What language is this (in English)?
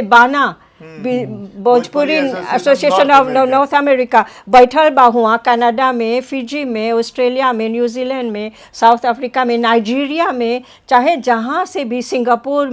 Bhojpuri